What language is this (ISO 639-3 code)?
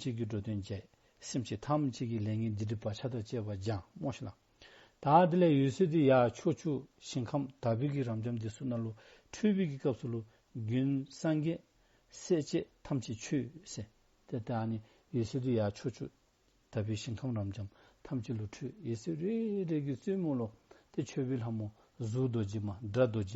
dzo